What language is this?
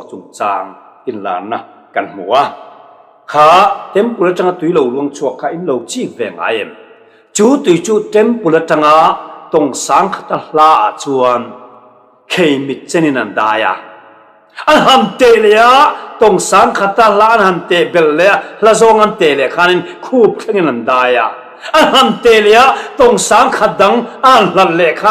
Mizo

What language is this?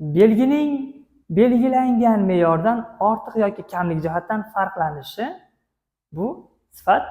Uzbek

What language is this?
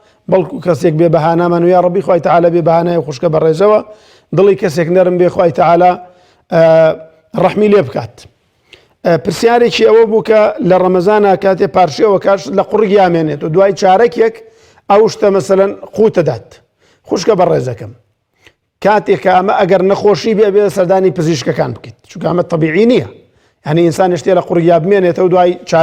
Central Kurdish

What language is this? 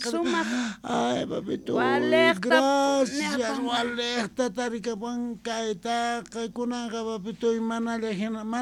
South Bolivian Quechua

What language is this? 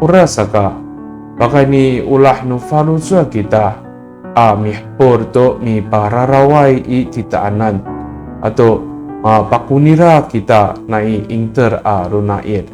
Amis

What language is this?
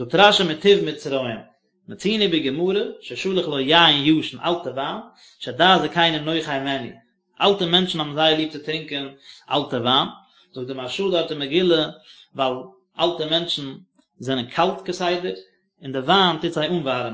Yiddish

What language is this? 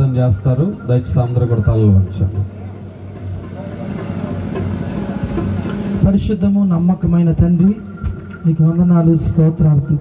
Telugu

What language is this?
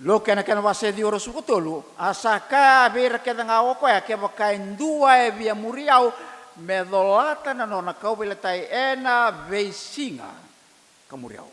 Fijian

